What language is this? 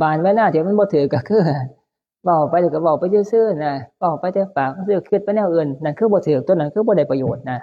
Northeastern Thai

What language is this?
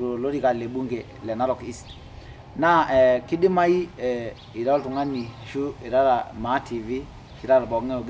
Masai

